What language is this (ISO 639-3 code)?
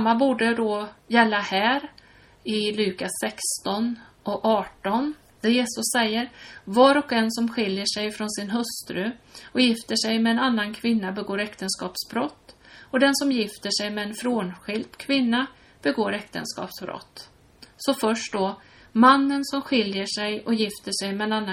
swe